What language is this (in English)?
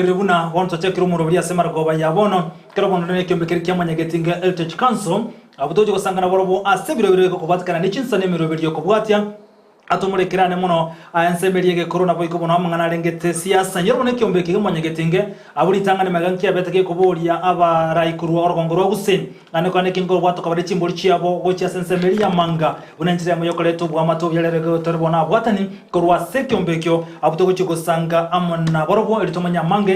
Gusii